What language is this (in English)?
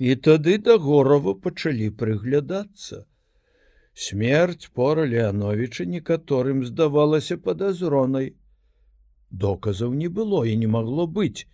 Belarusian